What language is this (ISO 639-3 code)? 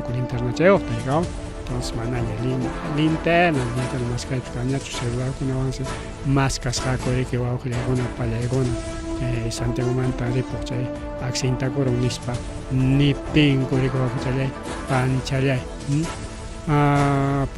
quy